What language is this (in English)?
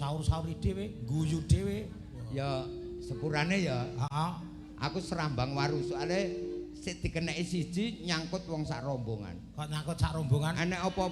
Javanese